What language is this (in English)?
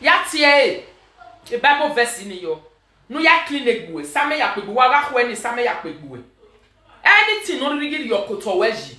Nigerian Pidgin